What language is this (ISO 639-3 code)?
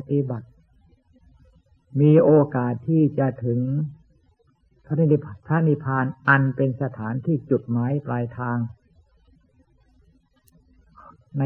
tha